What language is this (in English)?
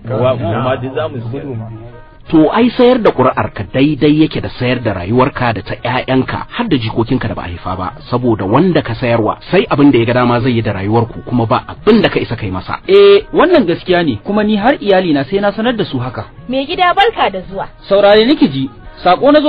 Hausa